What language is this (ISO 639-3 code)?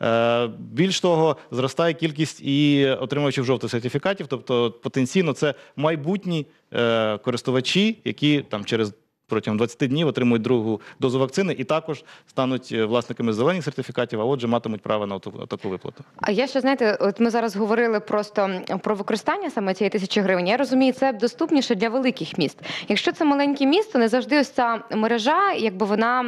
ukr